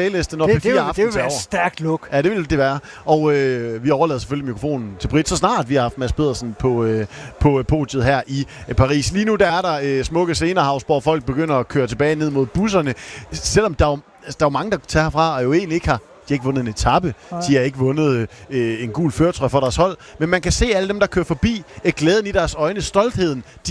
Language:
Danish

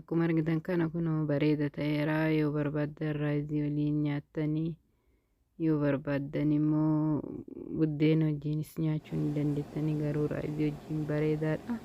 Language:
Oromo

